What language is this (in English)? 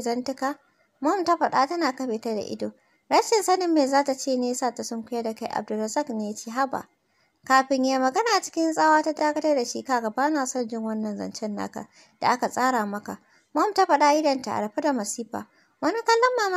Hausa